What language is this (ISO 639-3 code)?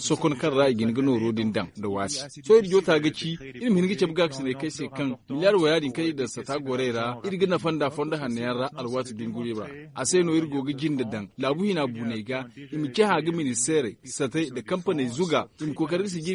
dje